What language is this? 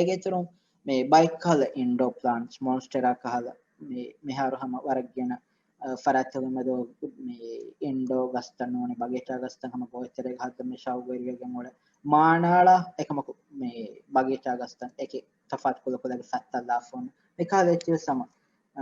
Divehi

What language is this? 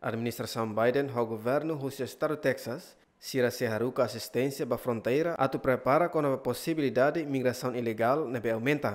Tetum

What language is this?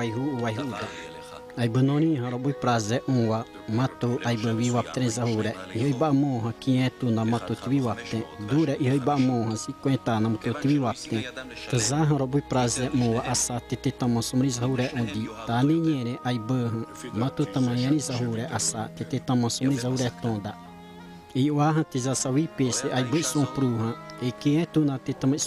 Xavánte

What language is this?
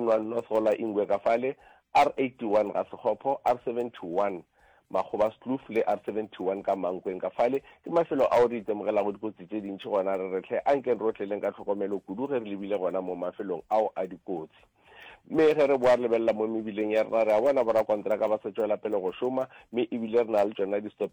Northern Sotho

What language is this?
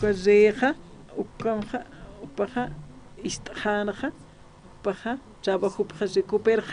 Aymara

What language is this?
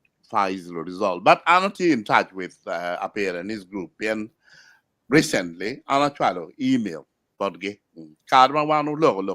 Acoli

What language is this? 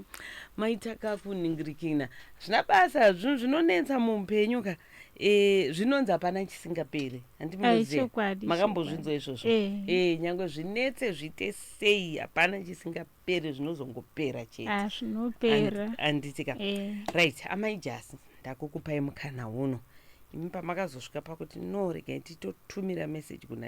Shona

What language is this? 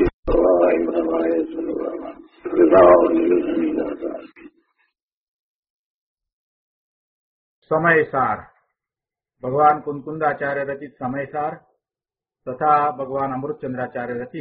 Gujarati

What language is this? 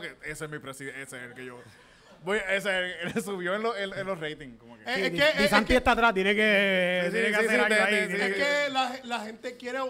Spanish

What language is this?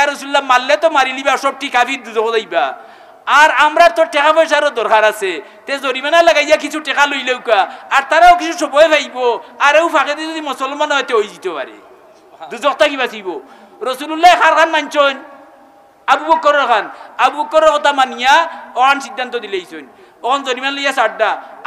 Sylheti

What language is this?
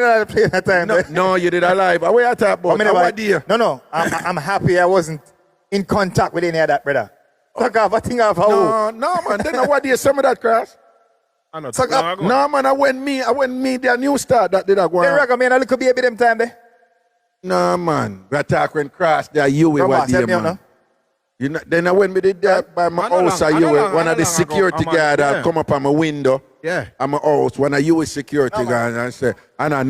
Jamaican Creole English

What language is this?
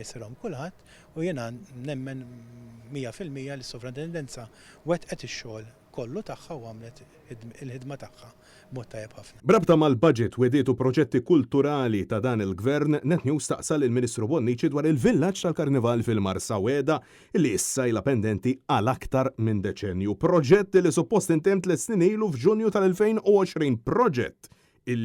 Maltese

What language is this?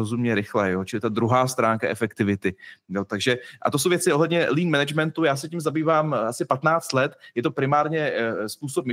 Czech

